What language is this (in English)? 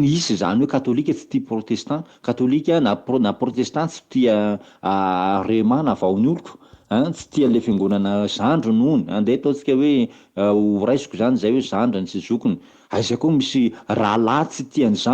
Malagasy